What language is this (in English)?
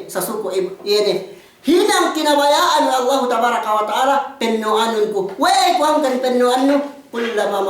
Yakan